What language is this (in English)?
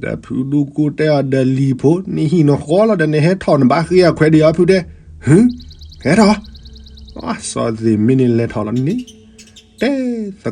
S'gaw Karen